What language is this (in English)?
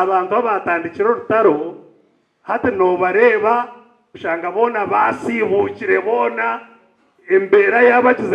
Nyankole